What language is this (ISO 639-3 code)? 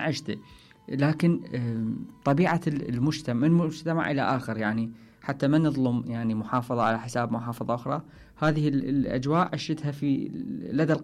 acm